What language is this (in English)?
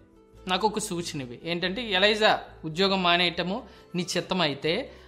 Telugu